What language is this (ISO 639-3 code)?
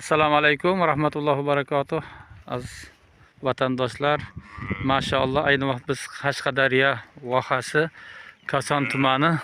uzb